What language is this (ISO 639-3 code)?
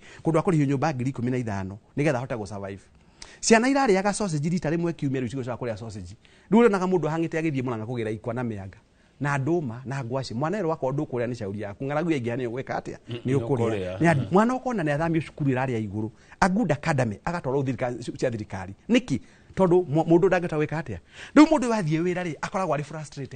kik